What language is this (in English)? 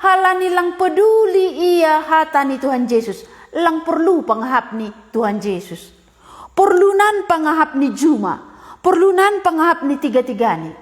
Batak Simalungun